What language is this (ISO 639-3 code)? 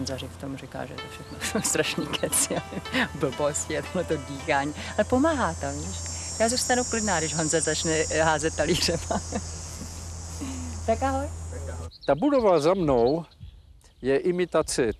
ces